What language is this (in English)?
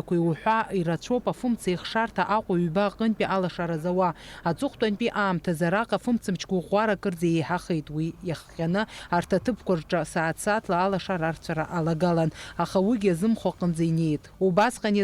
Abkhazian